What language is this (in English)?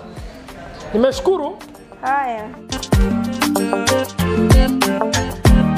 Swahili